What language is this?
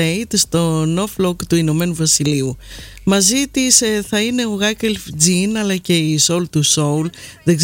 Greek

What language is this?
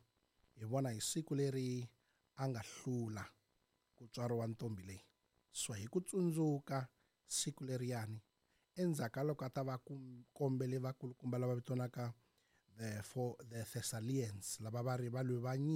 Tsonga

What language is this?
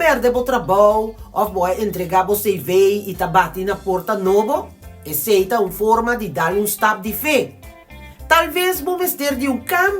Papiamento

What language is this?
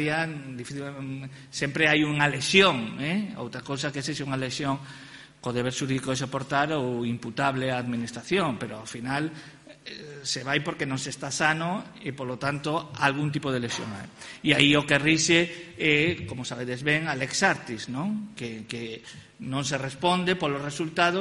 Galician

